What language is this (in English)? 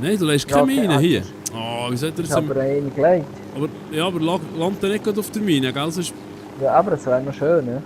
Swiss German